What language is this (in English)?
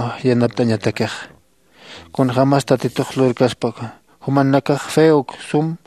Aymara